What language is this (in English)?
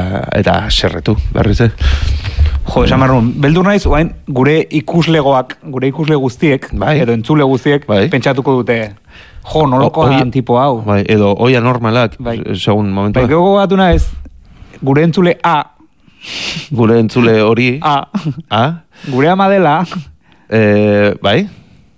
Basque